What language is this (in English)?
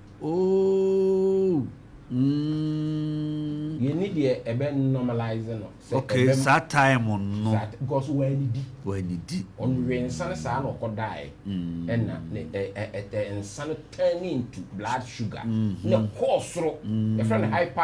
Akan